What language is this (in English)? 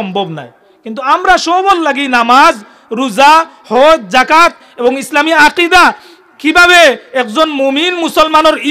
Sylheti